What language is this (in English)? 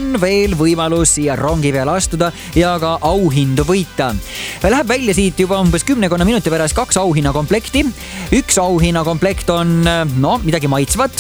Estonian